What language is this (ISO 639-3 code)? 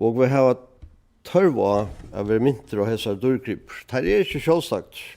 fao